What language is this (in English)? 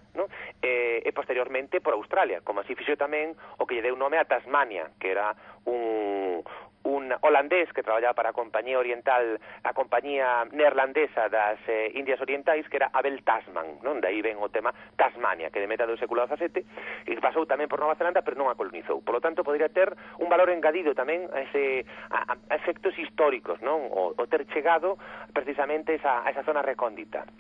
Galician